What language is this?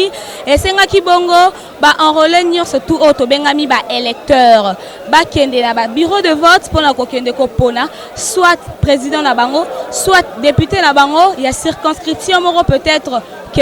Lingala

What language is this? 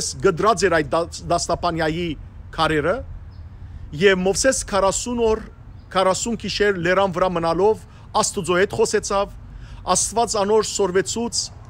Western Armenian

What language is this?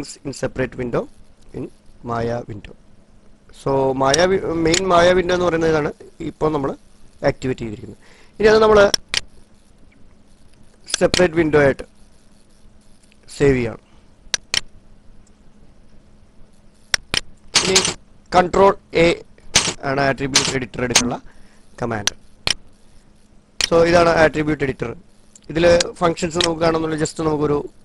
Malayalam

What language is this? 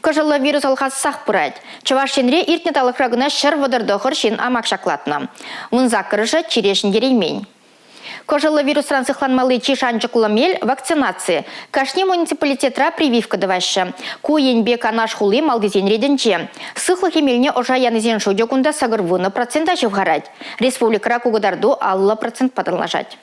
Chuvash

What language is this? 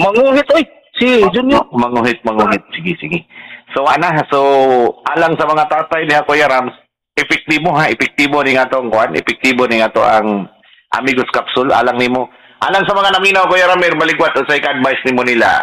Cebuano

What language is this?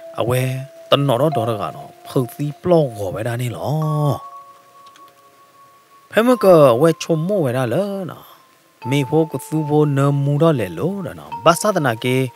S'gaw Karen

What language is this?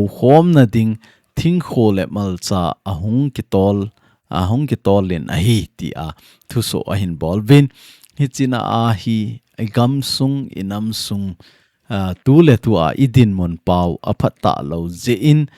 Thado Chin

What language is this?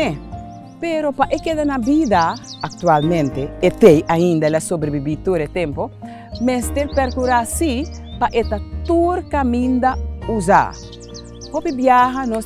Papiamento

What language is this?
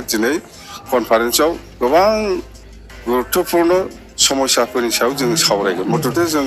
Bodo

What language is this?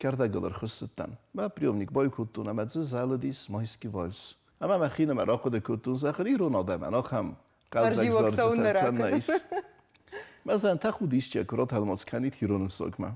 Ossetic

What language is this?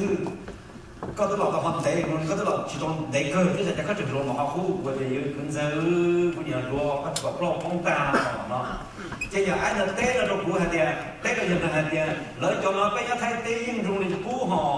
Hmong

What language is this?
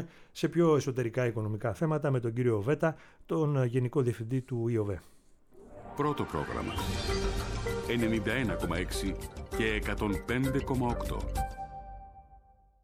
Greek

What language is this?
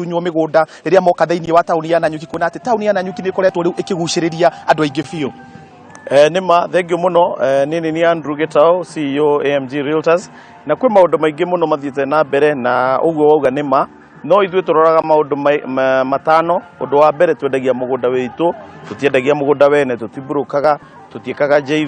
Kikuyu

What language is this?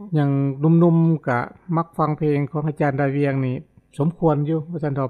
Lao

